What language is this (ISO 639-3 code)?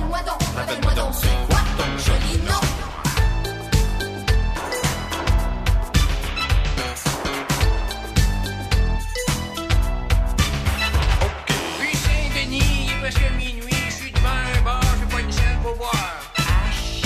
fra